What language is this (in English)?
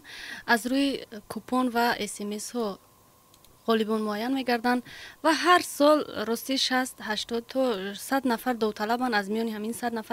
Tajik